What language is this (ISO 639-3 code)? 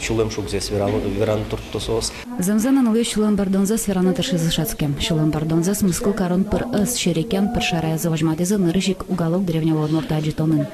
udm